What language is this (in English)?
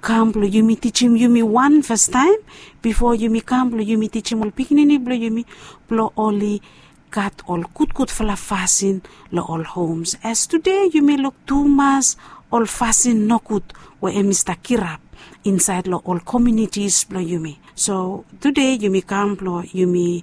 Bislama